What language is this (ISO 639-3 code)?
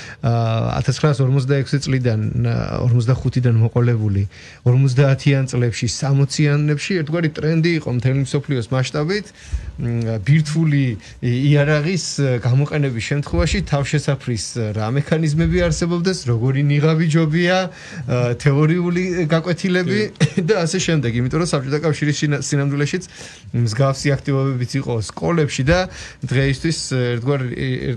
kat